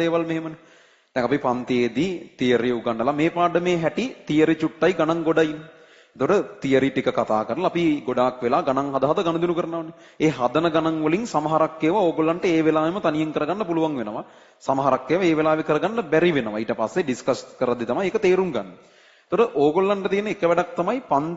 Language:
Sinhala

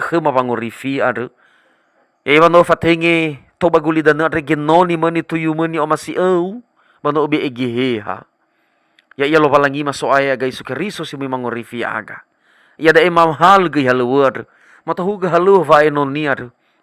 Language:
Nias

